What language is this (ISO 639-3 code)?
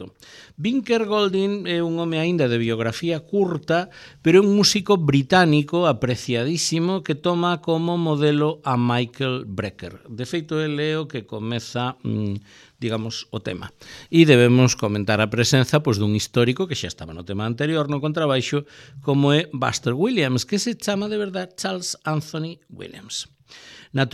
glg